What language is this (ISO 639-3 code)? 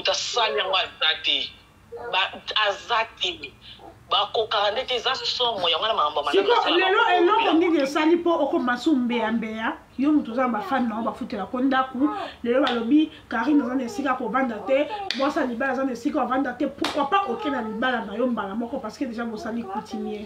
lin